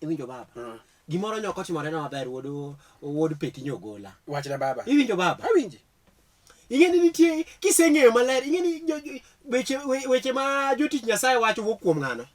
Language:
Luo (Kenya and Tanzania)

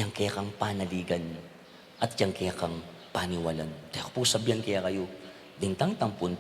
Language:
Pampanga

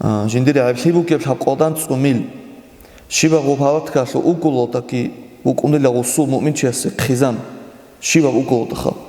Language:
Avaric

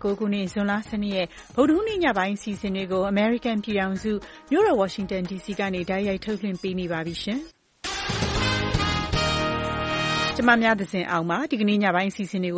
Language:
Burmese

